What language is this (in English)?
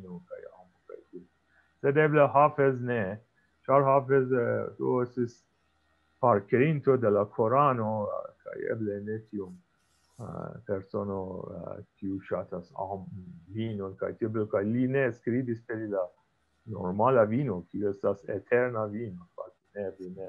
Esperanto